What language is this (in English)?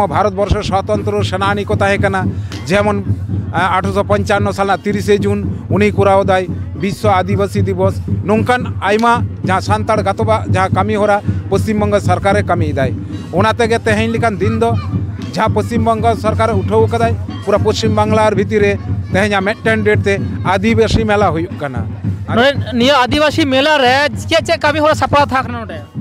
Santali